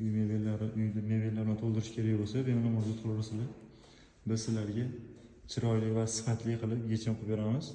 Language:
Uzbek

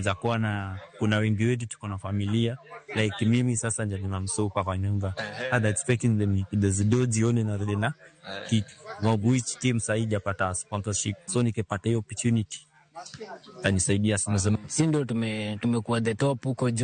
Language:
Luo (Kenya and Tanzania)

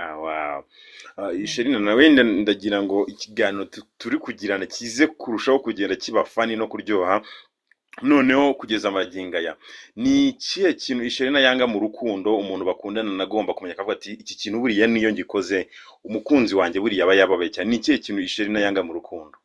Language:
Kinyarwanda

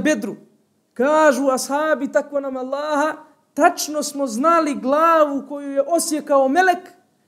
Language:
Bosnian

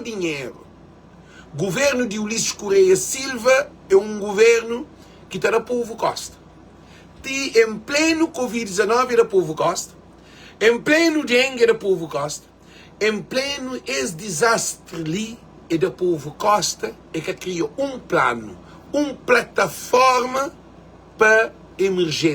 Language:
Kabuverdianu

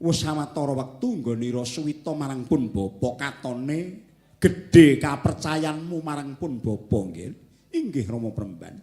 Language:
Javanese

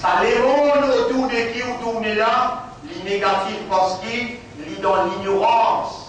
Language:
Morisyen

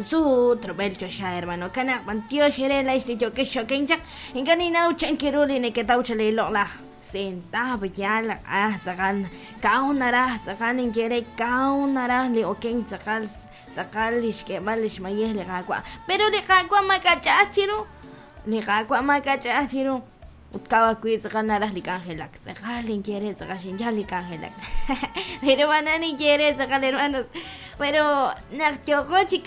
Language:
Kekchí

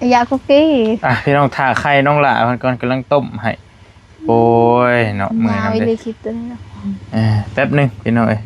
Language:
Northeastern Thai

